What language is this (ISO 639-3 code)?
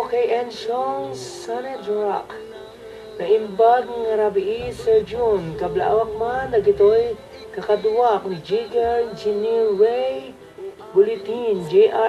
ilo